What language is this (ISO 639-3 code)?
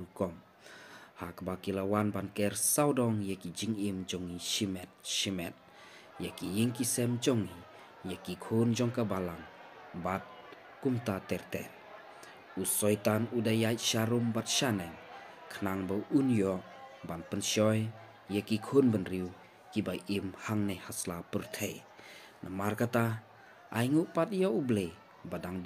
kha